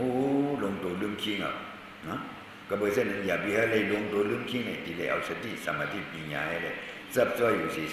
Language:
Shan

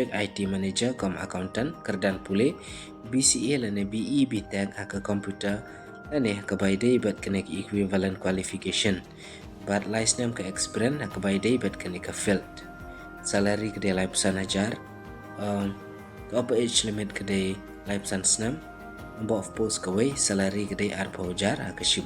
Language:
Khasi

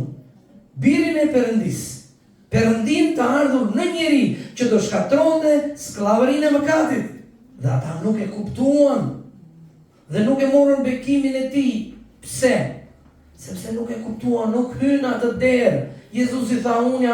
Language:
Albanian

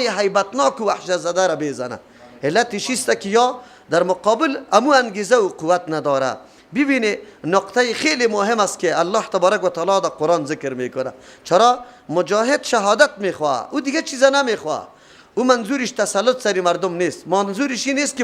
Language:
Persian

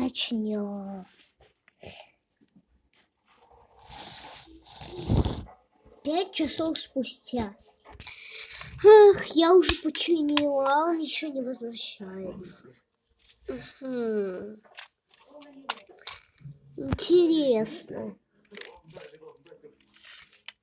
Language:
Russian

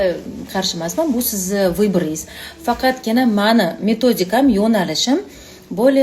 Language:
Uzbek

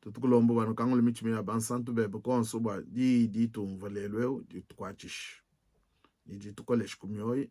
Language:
Luba-Lulua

